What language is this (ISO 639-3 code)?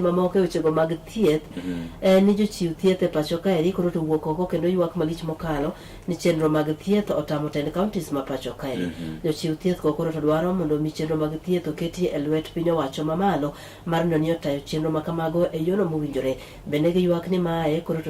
luo